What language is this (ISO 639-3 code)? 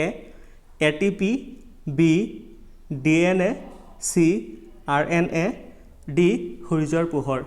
asm